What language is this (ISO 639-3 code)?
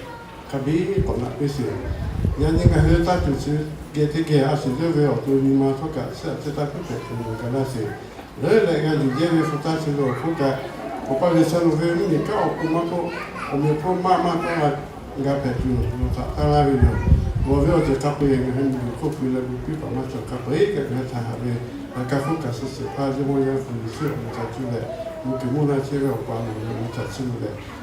lhu